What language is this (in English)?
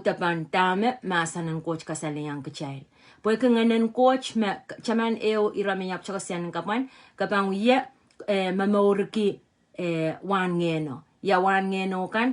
Pohnpeian